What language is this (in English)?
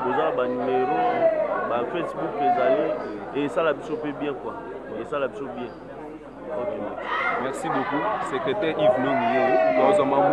Lingala